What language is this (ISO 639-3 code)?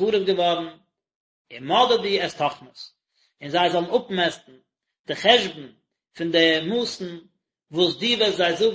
yid